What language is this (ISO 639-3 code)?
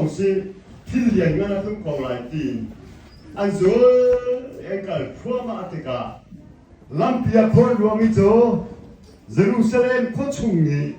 cnh